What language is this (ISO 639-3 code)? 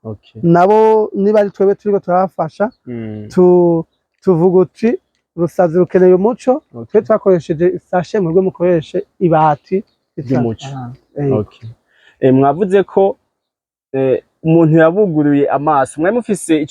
run